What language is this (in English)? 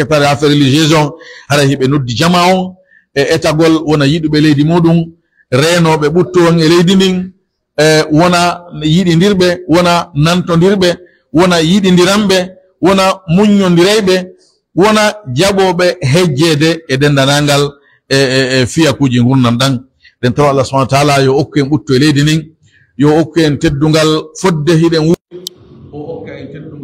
Pular